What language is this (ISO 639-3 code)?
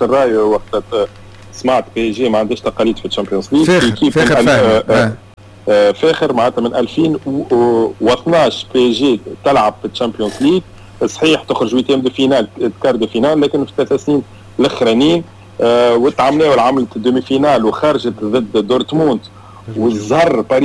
aeb